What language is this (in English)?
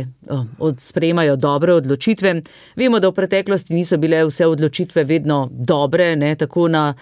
Slovenian